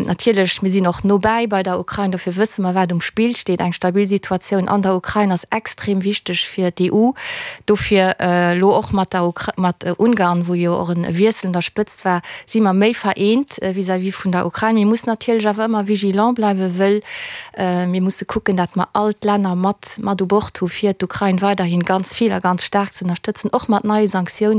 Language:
Luxembourgish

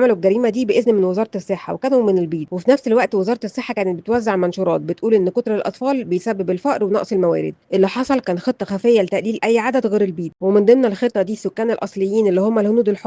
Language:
Egyptian Arabic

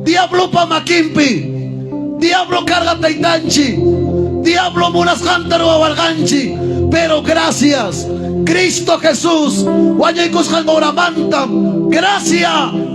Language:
Ayacucho Quechua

